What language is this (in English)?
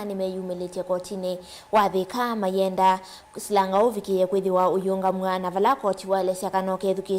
Kamba